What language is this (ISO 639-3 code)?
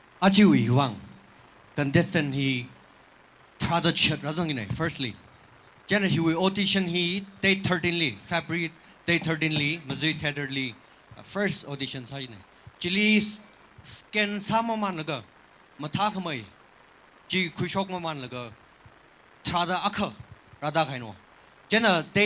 nmf